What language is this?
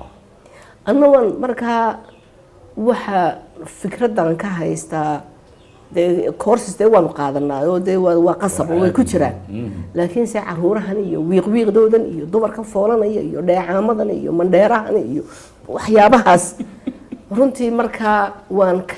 Somali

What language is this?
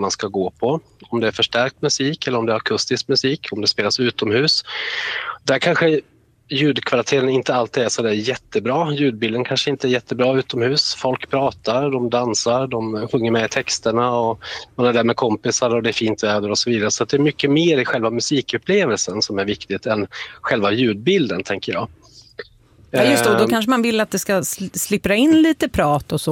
Swedish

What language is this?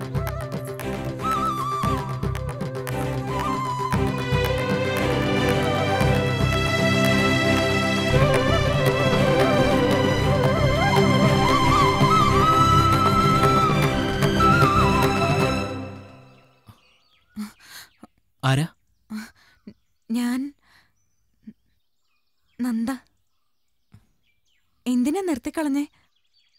Malayalam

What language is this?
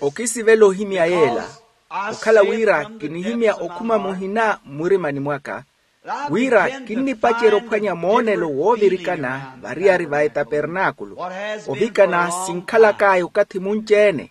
Makhuwa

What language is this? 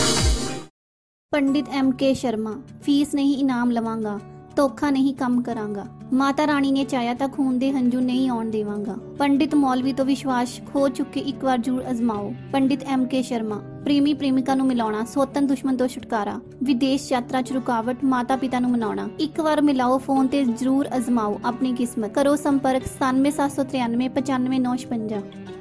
Punjabi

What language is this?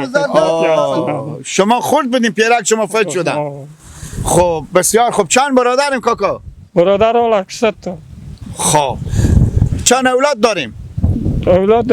Persian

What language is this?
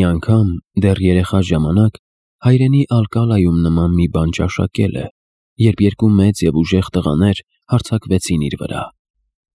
Armenian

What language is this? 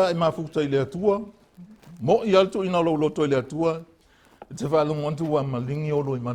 Samoan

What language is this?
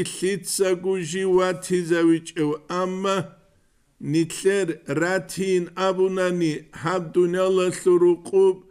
Avaric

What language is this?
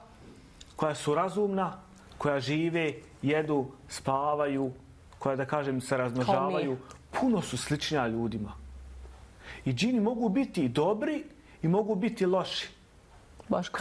Bosnian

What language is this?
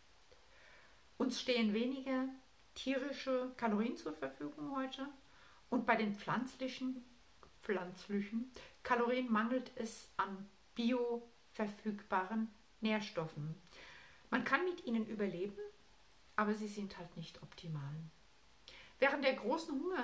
German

